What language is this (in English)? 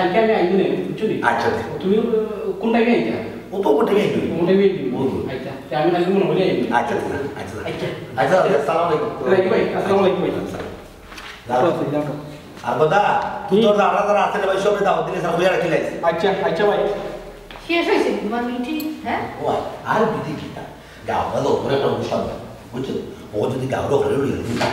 Sylheti